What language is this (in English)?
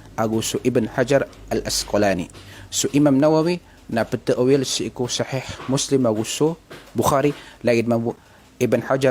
Maranao